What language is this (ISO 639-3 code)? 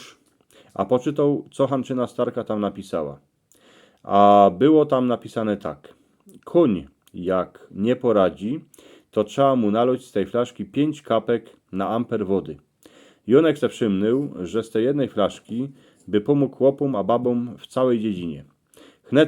szl